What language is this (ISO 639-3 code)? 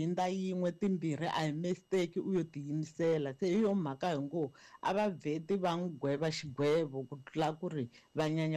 tso